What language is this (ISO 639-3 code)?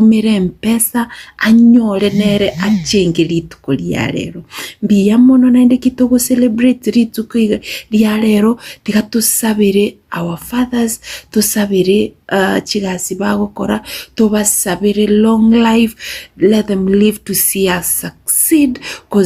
guz